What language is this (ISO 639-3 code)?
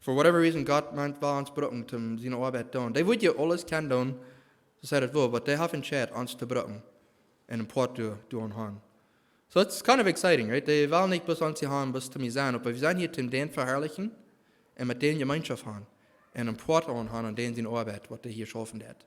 pdt